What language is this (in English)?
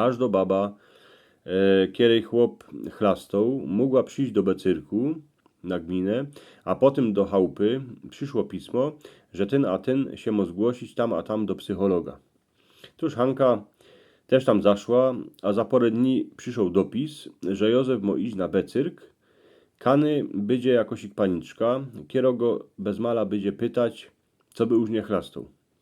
Silesian